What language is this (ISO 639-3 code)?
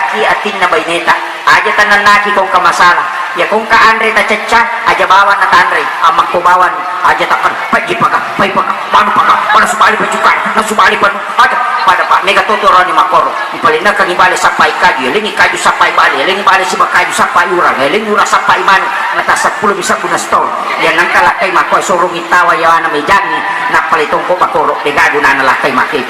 bug